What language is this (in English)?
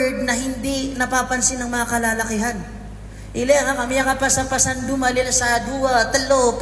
Maranao